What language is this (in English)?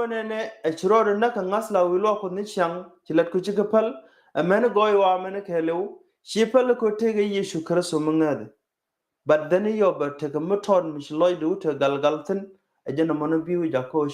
Nuer